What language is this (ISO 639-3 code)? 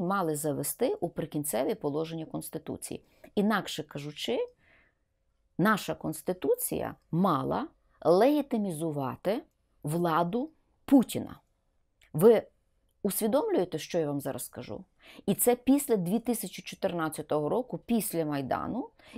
ukr